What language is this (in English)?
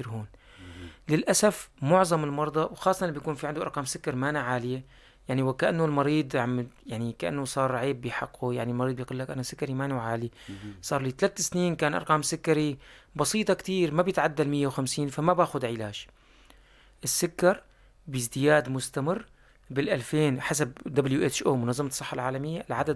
North Levantine Arabic